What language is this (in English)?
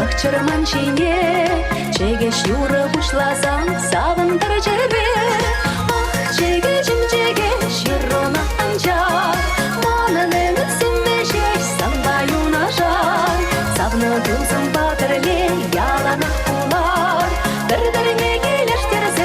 Chuvash